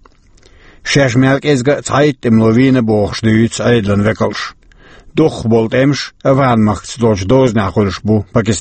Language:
Chechen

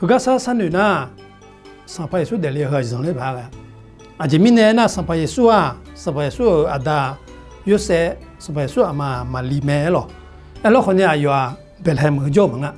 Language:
Akha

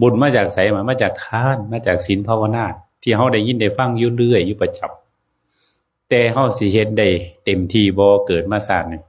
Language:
Northeastern Thai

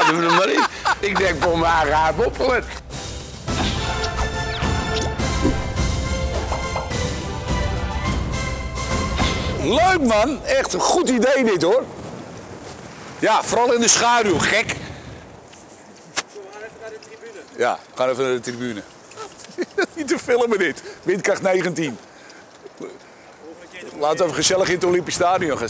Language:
Dutch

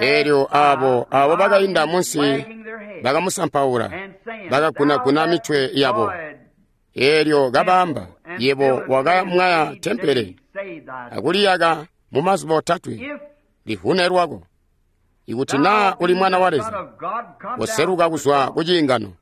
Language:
Tonga (Zambia)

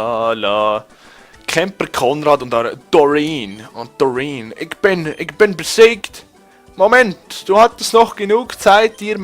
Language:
Swiss German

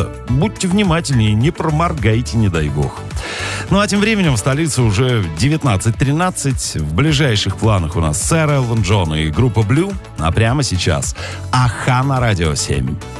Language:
Russian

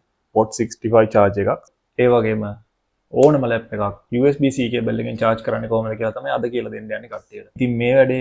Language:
Sinhala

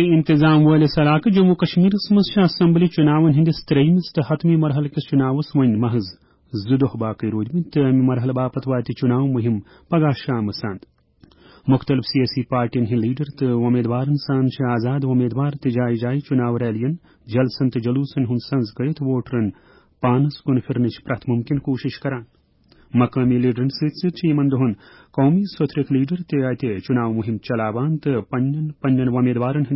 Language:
Kashmiri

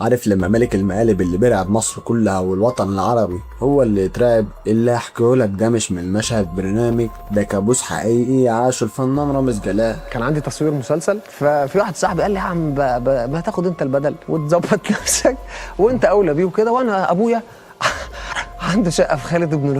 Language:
Egyptian Arabic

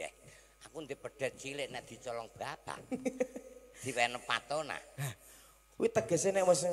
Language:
Javanese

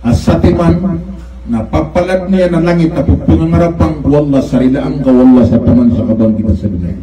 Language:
Maranao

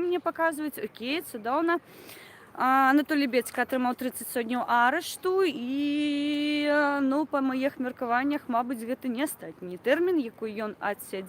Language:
Belarusian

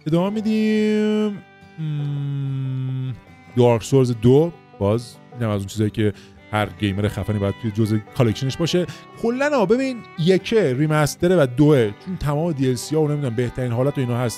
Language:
Persian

